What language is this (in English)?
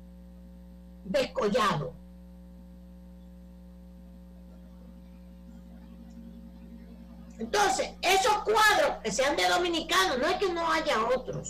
Spanish